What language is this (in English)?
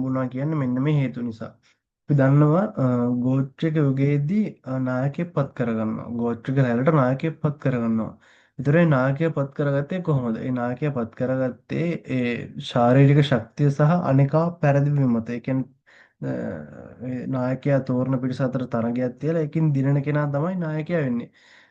Sinhala